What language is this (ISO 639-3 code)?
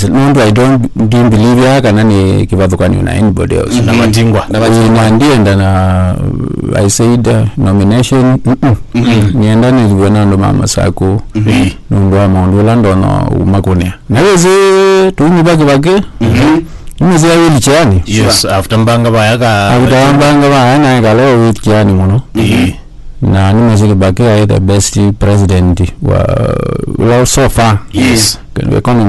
kam